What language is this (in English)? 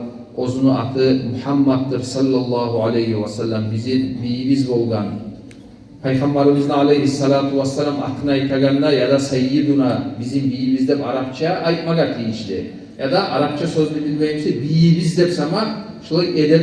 Kumyk